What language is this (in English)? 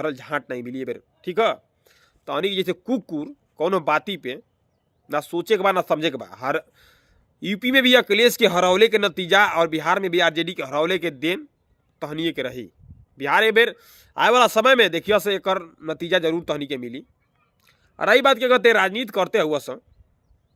Bhojpuri